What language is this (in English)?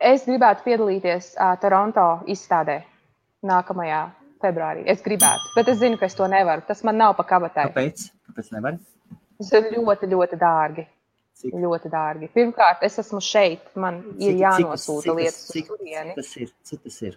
Latvian